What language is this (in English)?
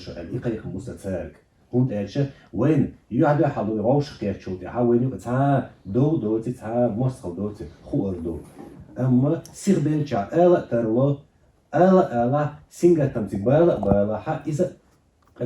Chechen